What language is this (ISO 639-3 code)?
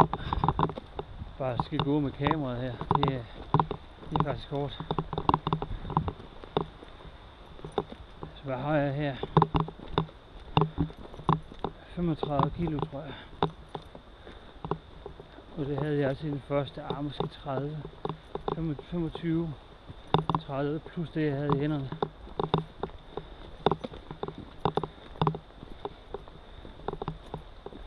dan